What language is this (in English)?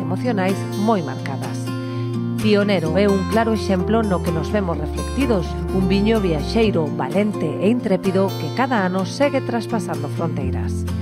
Galician